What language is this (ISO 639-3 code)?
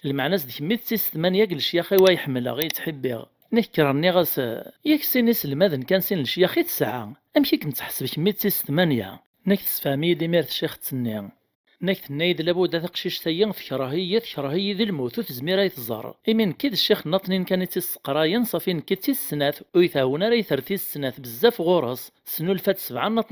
kab